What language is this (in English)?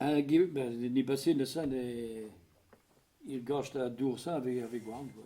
Breton